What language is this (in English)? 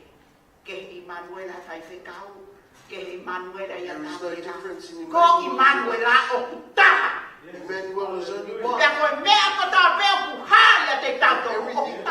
Tongan